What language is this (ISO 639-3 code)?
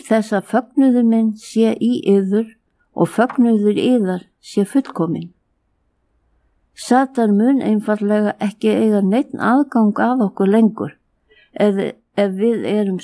isl